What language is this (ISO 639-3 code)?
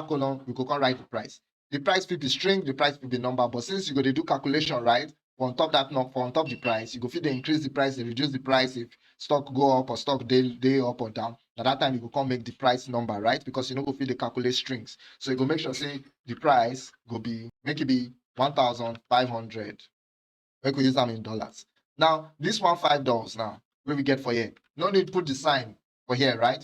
pcm